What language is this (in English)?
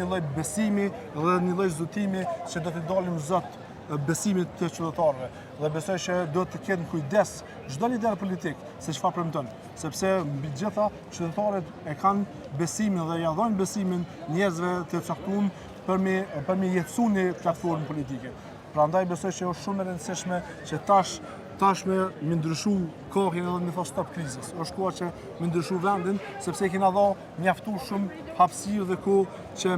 Albanian